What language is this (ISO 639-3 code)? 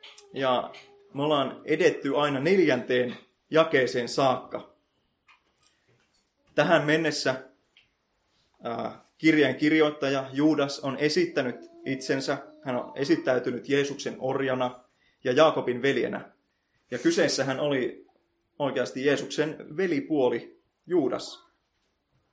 fin